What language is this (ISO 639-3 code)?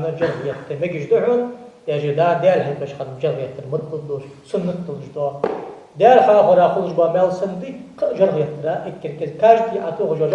inh